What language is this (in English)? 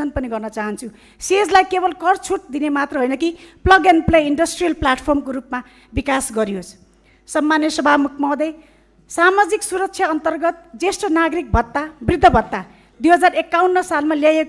Nepali